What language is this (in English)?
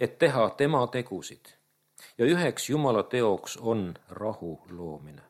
Estonian